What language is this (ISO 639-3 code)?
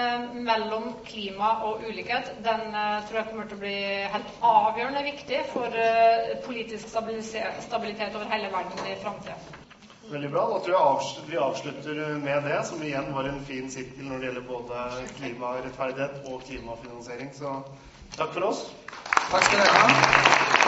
nor